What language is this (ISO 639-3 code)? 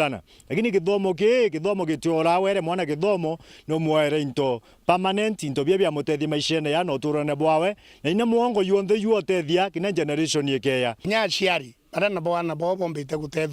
mer